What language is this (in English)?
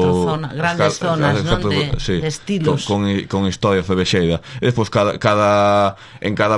Galician